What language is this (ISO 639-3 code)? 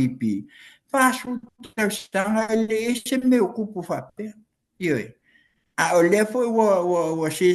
smo